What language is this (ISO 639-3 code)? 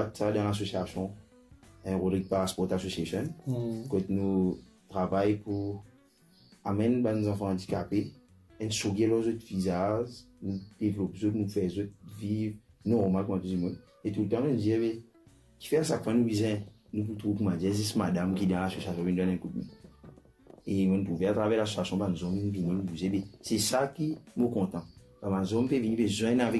mfe